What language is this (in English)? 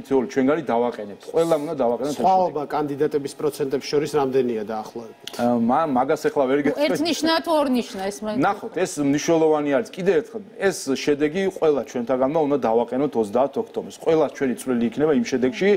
Georgian